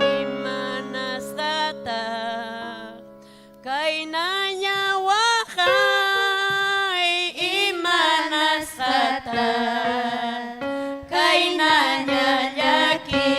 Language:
Ayacucho Quechua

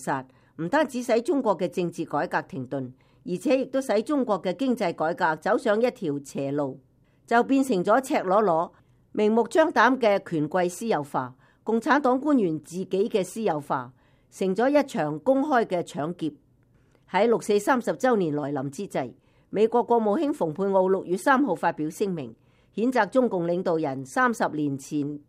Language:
Cantonese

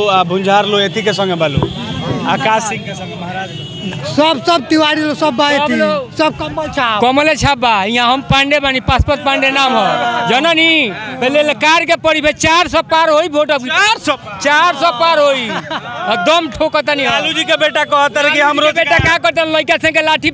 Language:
Bhojpuri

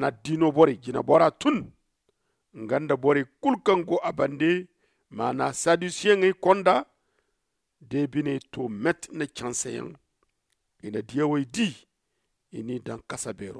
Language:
Zarma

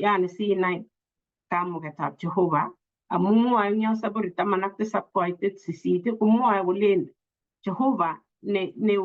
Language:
Kalenjin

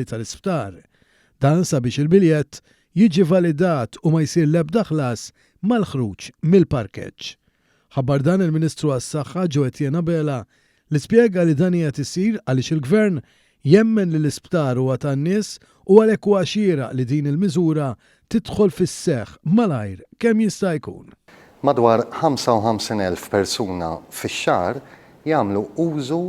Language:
Maltese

